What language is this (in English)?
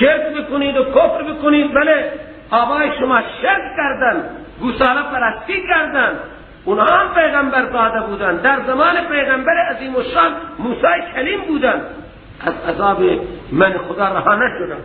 Persian